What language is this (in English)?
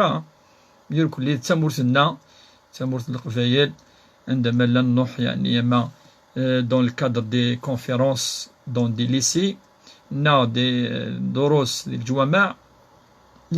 Kabyle